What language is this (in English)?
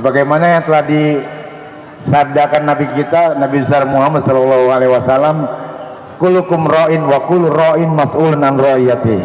Betawi